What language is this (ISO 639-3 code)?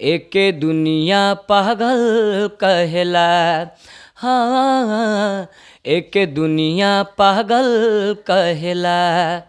bho